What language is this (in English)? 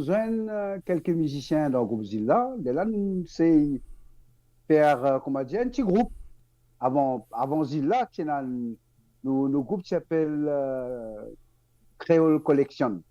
Morisyen